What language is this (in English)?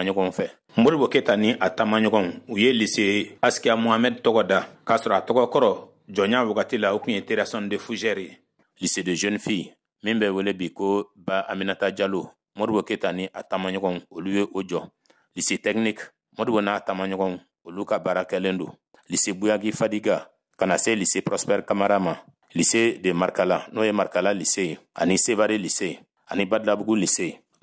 Bambara